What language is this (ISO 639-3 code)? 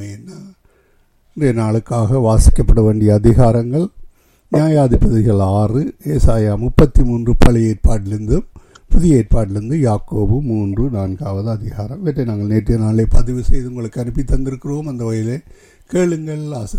tam